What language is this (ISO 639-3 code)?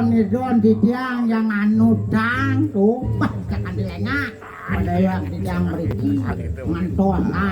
ban